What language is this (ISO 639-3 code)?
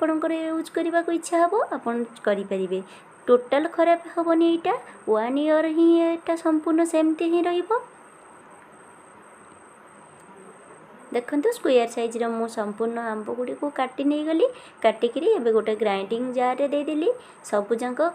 ori